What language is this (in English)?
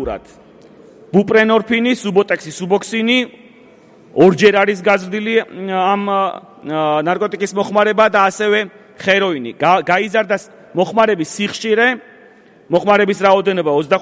Georgian